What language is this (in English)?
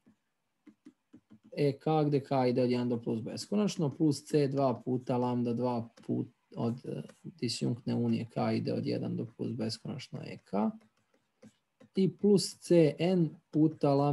Serbian